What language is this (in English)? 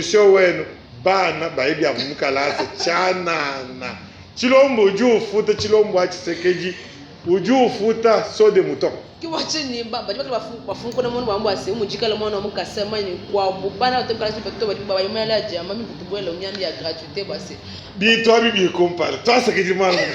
Luba-Lulua